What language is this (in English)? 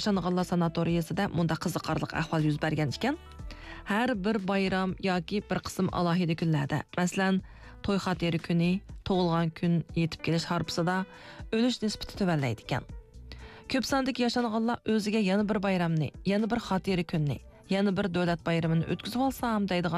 Uyghur